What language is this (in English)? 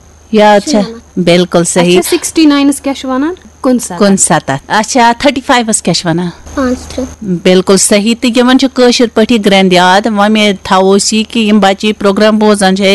Kashmiri